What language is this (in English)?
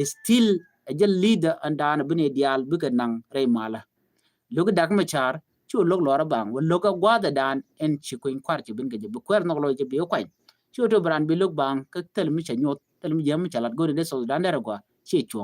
Nuer